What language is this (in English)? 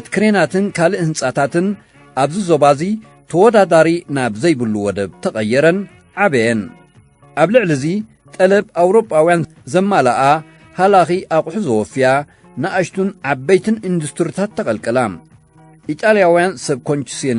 Tigrinya